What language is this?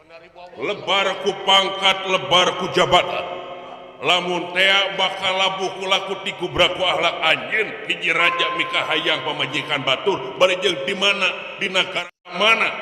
Sundanese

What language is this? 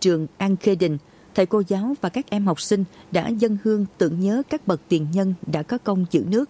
Vietnamese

